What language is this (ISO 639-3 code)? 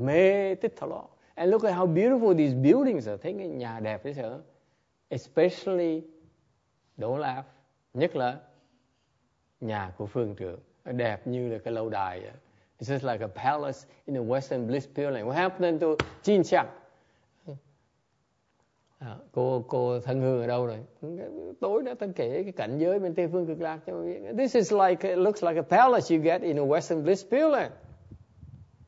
vie